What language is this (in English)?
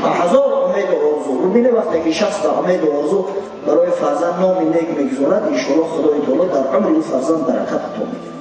Tajik